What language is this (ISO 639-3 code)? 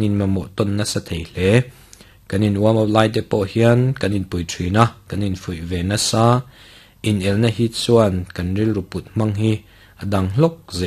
lus